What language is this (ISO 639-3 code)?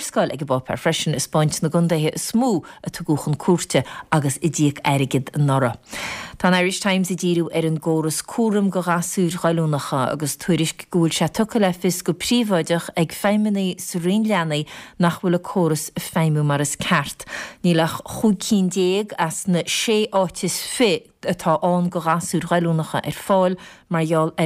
gle